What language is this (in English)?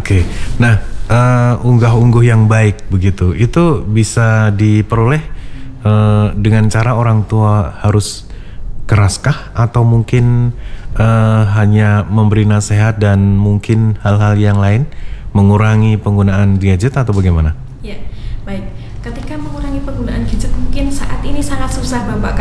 Indonesian